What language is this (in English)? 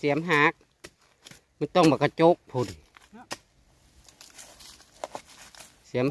Thai